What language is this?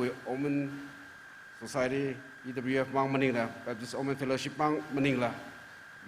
Tangkhul Naga (India)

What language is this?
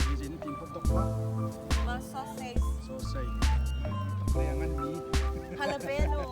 Hakha Chin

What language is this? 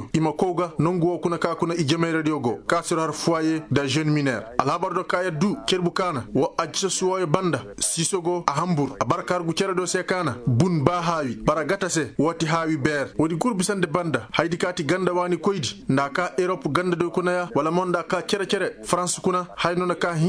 Koyraboro Senni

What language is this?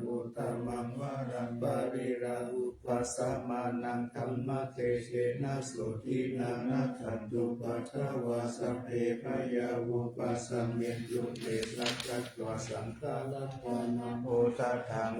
Pali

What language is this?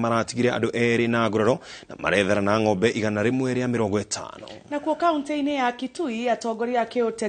Kikuyu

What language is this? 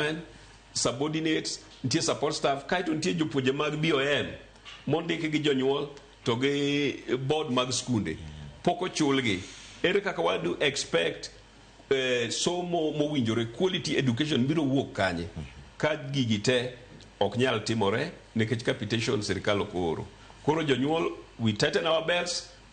Luo (Kenya and Tanzania)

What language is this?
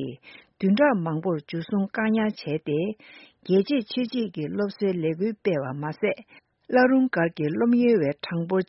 Tibetan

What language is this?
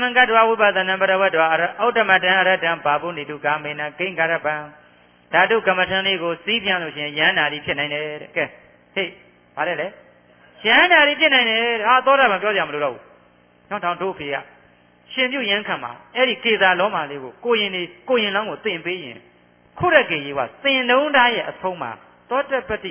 Burmese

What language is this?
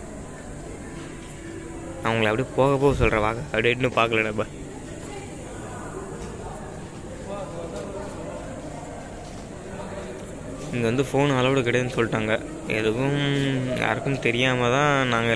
Tamil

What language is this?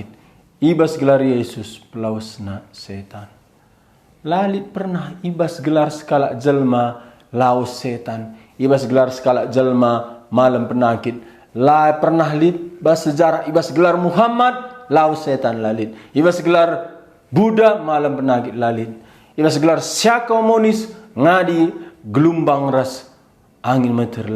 Batak Karo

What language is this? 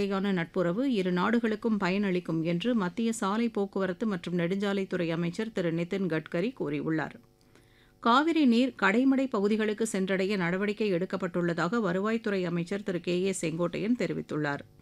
Tamil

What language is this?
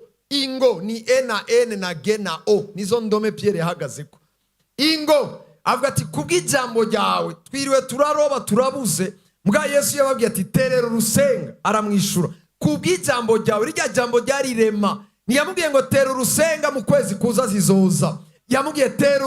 Rundi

